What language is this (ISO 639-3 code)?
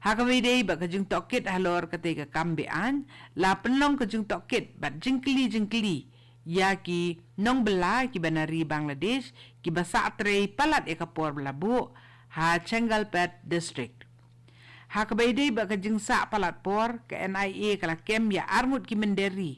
kha